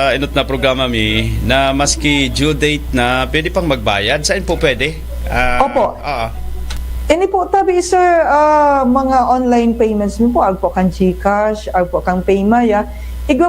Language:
Bikol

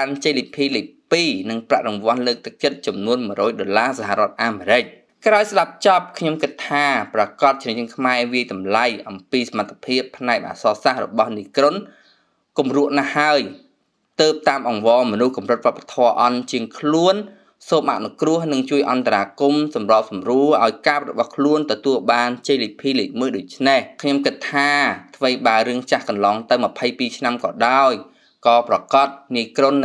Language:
Khmer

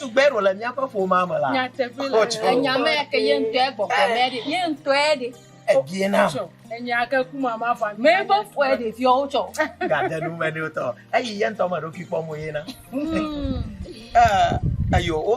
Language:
Ewe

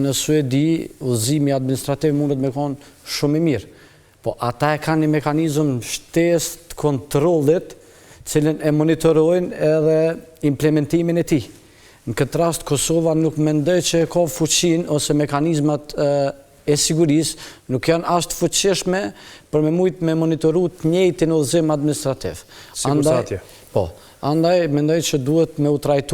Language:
Albanian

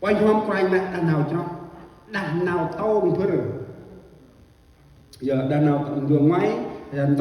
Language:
Central Mnong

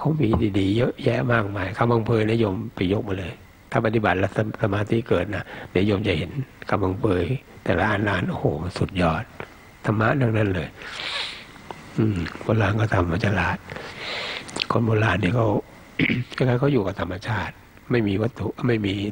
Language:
Thai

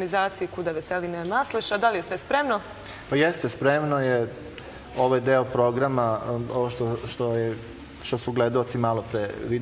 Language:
Serbian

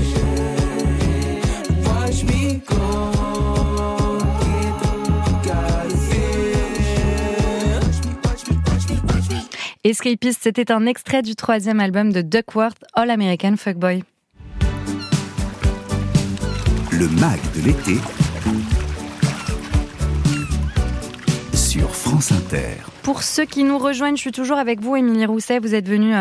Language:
French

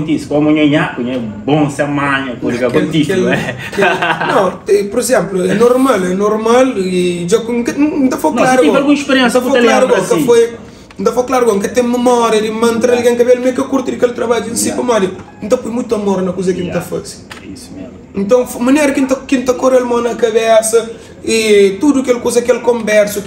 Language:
Kabuverdianu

